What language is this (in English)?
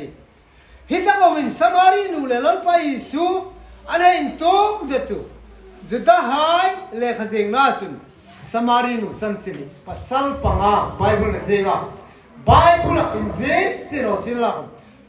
Hmar